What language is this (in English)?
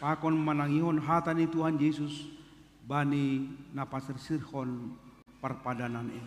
Batak Simalungun